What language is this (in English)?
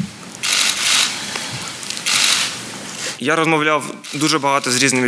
Ukrainian